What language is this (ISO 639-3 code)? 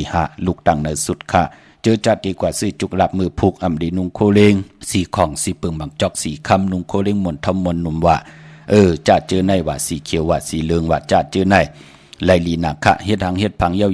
shn